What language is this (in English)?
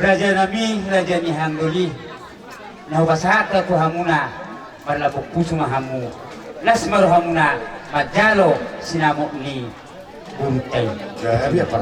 Batak Toba